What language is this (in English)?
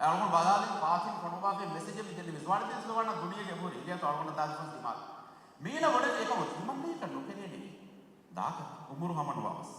Divehi